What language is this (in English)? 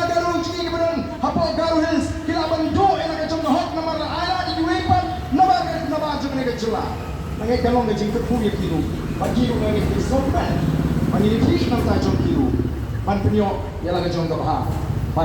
Khasi